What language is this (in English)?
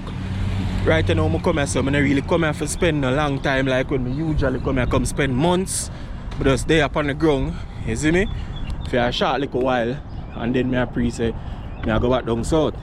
Jamaican Creole English